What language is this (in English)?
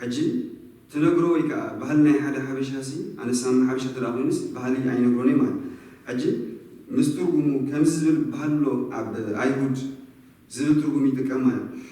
Tigrinya